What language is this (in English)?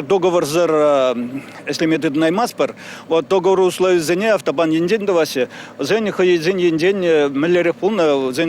Chuvash